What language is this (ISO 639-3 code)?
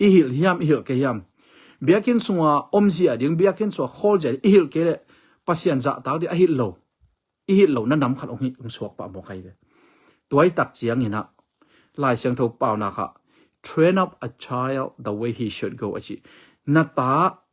ctd